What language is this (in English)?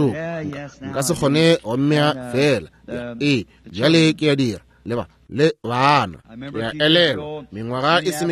Northern Sotho